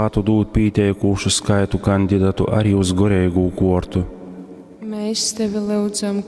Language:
Latgalian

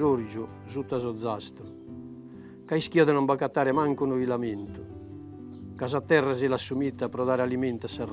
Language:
Sardinian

